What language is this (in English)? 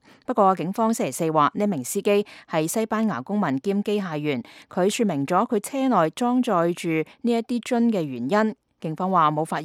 Cantonese